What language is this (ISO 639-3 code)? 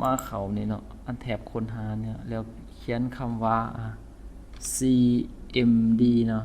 lao